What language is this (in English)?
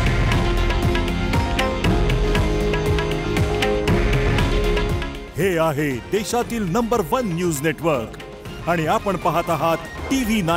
Marathi